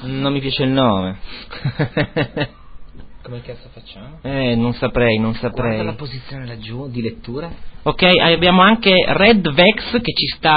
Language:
Italian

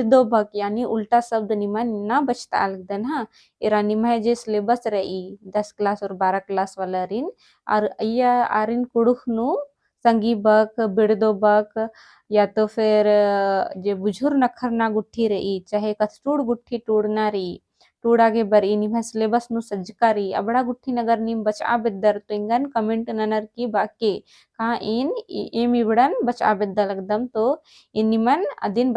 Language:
Kurukh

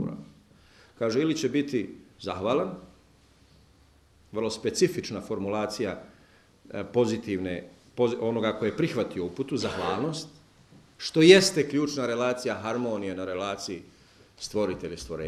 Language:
Bosnian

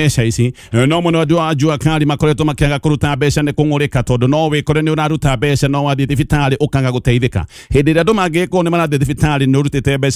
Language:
Kikuyu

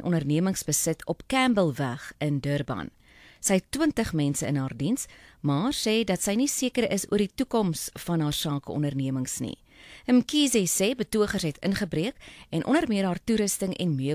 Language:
Afrikaans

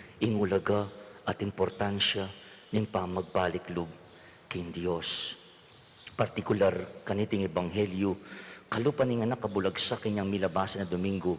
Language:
Pampanga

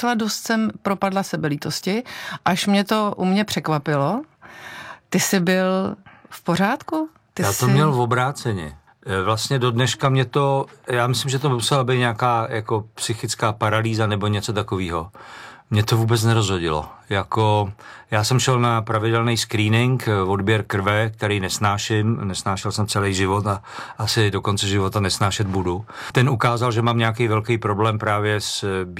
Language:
Czech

